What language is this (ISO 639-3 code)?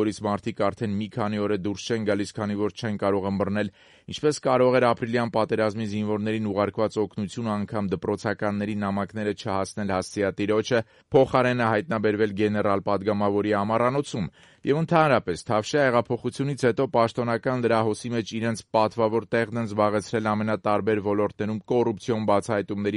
hye